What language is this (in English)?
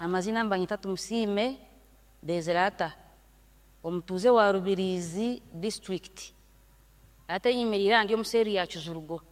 Nyankole